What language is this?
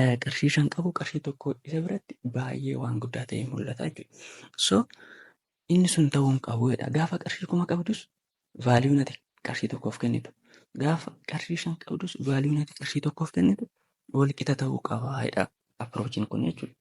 Oromo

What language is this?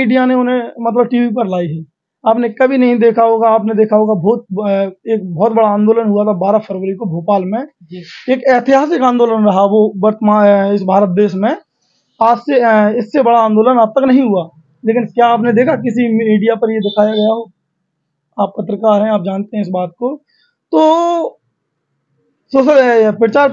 Hindi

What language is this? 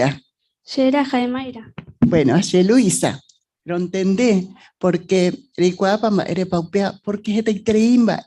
Guarani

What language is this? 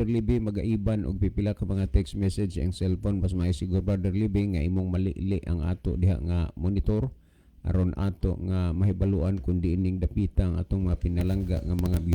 Cebuano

